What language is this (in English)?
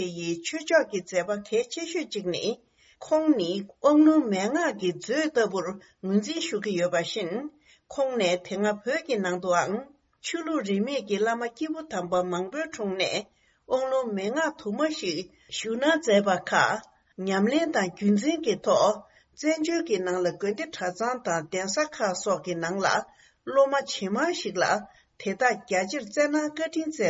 Tibetan